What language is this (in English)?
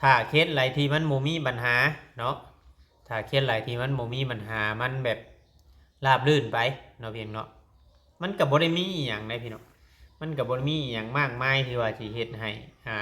Lao